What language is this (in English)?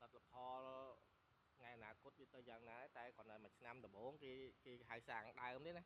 Khmer